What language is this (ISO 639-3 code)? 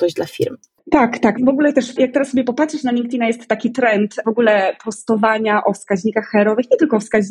pol